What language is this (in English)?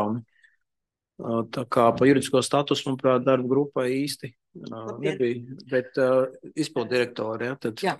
Latvian